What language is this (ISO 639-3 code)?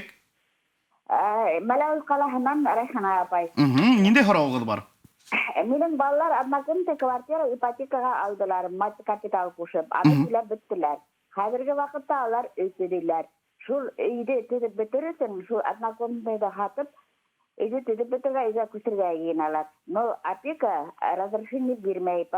bak